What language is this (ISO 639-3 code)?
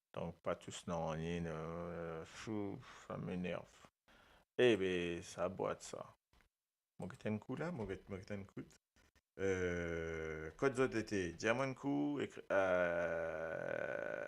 mfe